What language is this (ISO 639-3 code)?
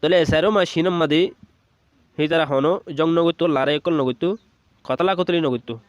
rhg